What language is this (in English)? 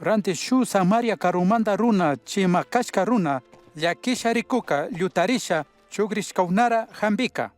Chimborazo Highland Quichua